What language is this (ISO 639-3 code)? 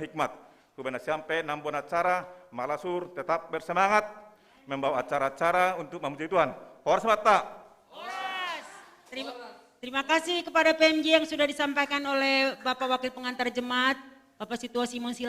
bts